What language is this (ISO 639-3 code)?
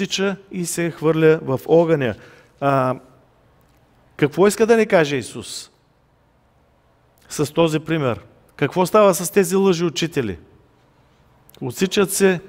bul